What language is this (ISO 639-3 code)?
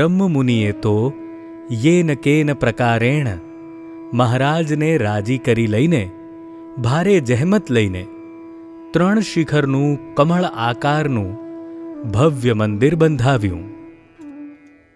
guj